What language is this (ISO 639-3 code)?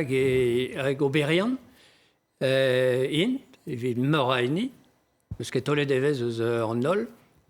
bre